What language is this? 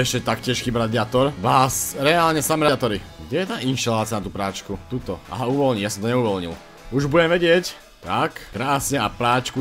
Slovak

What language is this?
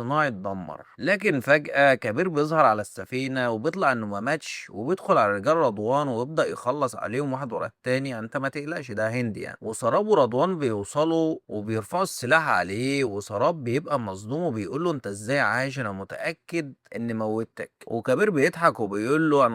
Egyptian Arabic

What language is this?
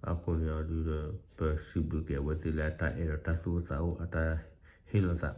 S'gaw Karen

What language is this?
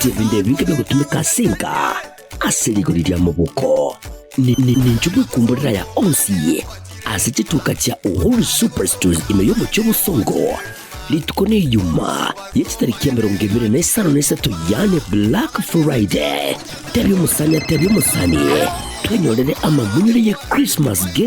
Gusii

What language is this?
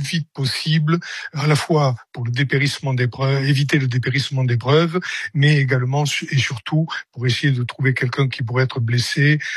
French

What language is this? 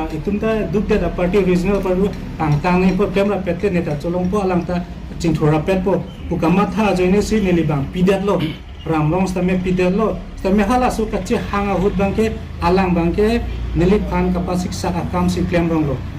Karbi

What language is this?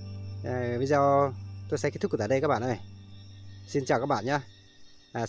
Vietnamese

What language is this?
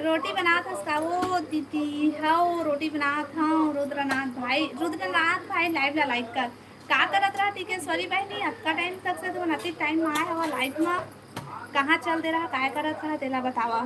Chhattisgarhi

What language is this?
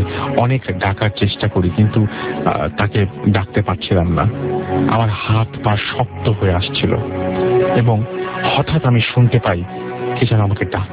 Bangla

